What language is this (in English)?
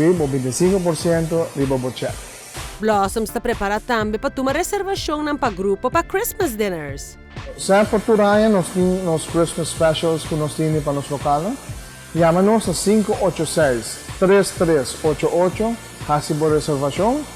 Papiamento